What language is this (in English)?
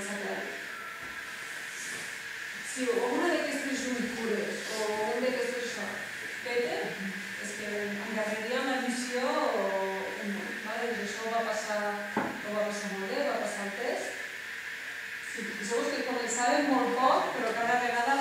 Catalan